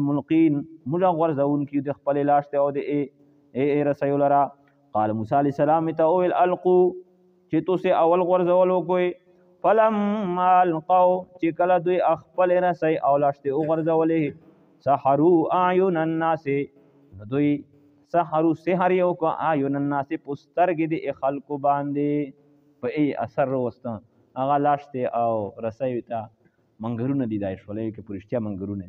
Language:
Pashto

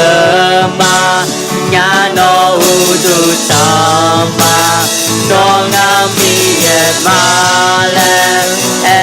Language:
Akha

